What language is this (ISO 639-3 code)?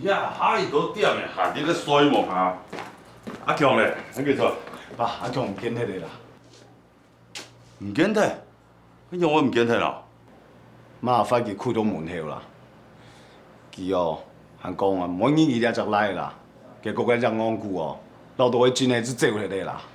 hak